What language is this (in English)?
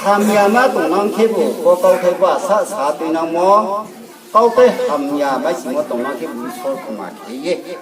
Riang (India)